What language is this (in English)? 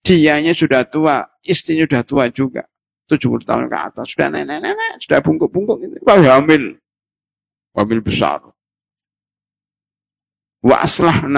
Indonesian